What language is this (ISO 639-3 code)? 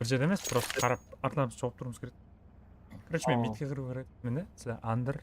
kaa